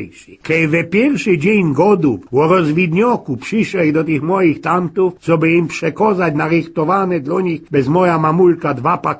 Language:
Silesian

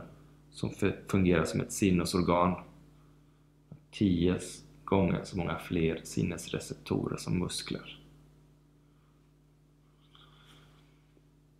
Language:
Swedish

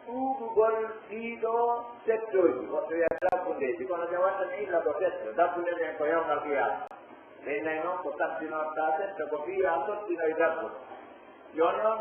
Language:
Pular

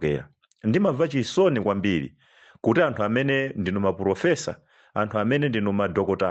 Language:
Nyanja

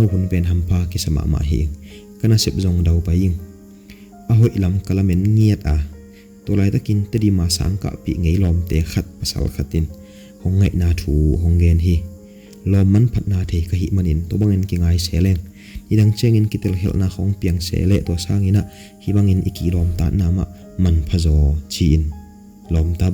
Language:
Tedim Chin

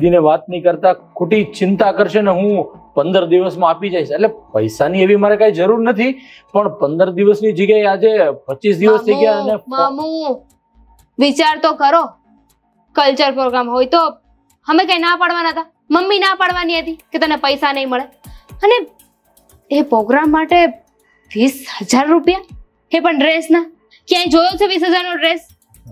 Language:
Gujarati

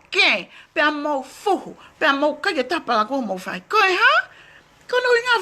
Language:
Tongan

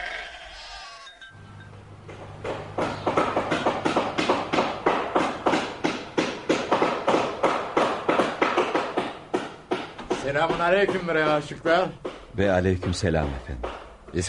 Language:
Turkish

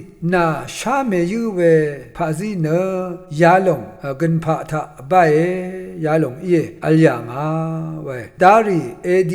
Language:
Rawang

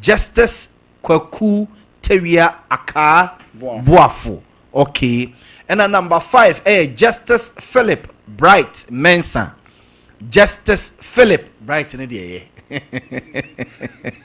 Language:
Akan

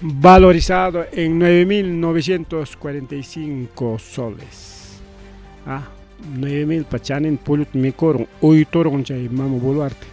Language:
Ayacucho Quechua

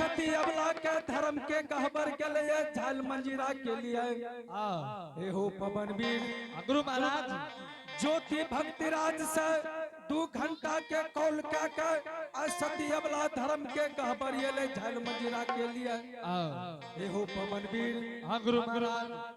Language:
Angika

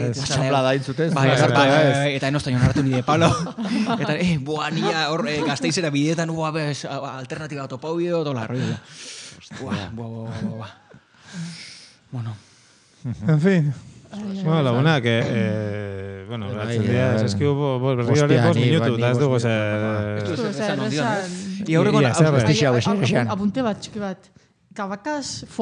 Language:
Basque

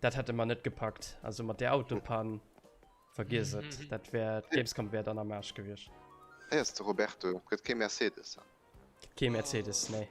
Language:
Luxembourgish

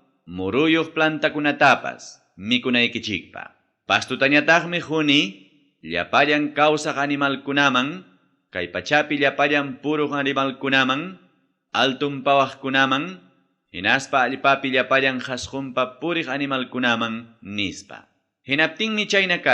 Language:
Ayacucho Quechua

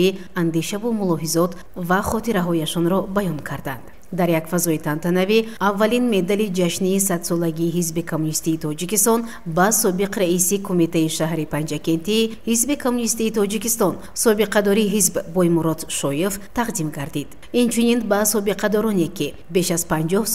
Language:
Tajik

